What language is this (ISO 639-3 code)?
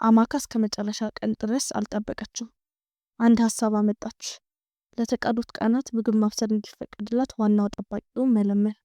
amh